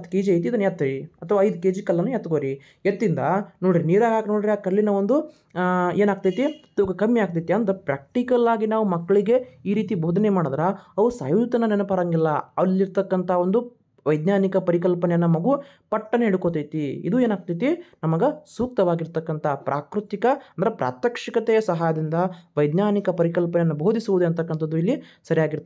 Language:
Kannada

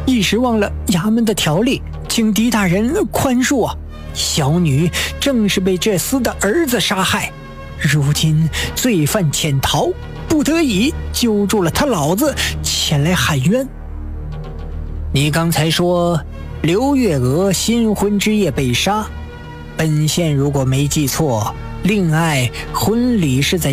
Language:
Chinese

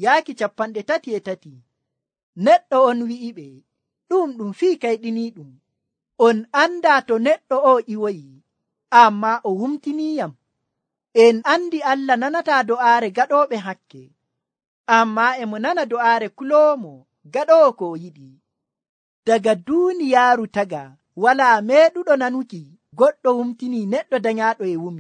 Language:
Nigerian Fulfulde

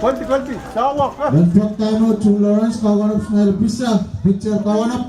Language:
Pohnpeian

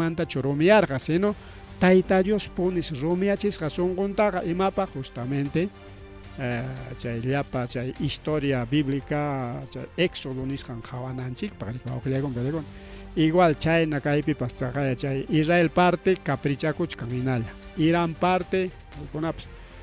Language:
Ayacucho Quechua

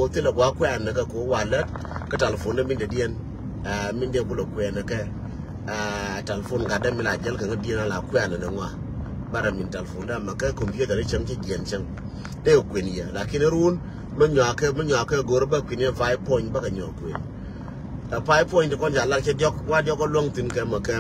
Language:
Nuer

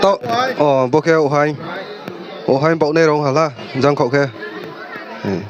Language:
Riang (India)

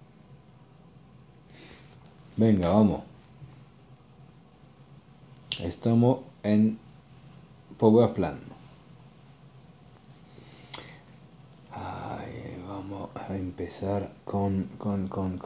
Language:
Spanish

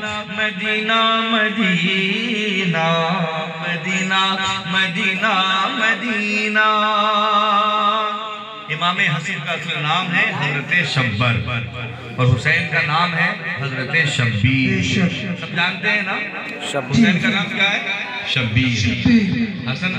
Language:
Urdu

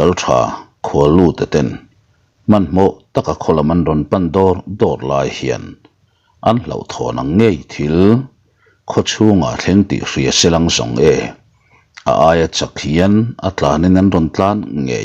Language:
Mizo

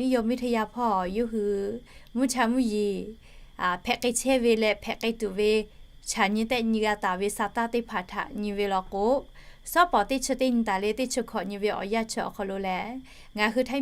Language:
Lahu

